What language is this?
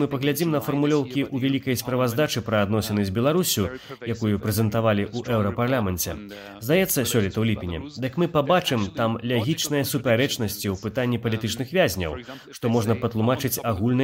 Belarusian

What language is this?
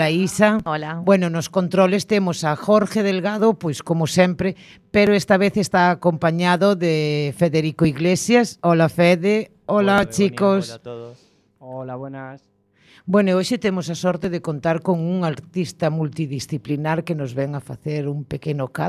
Galician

